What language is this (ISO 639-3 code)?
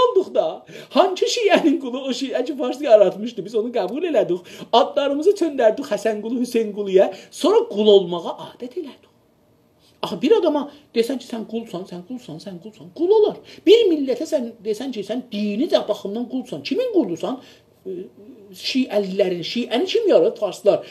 azb